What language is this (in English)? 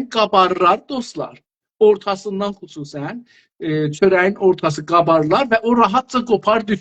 South Azerbaijani